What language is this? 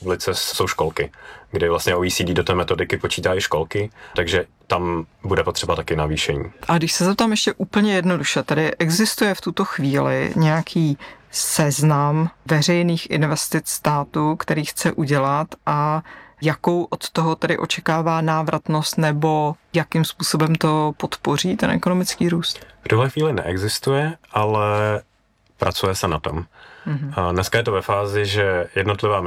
Czech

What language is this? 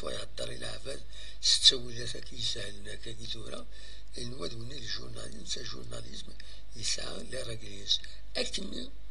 Kabyle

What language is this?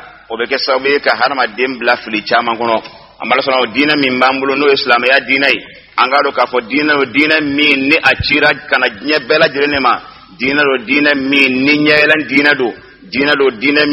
Bambara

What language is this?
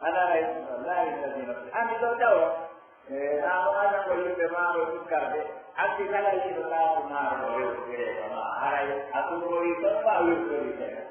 Pular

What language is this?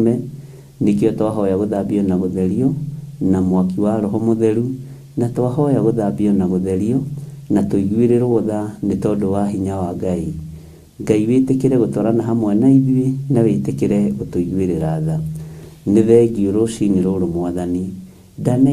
Kikuyu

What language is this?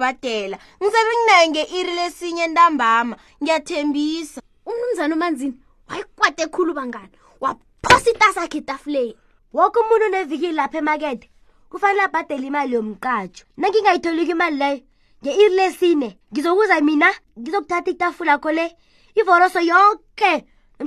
South Ndebele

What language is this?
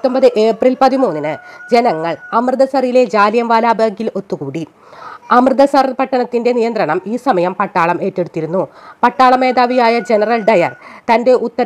Malayalam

